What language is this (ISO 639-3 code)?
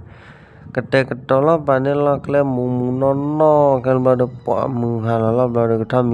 ksw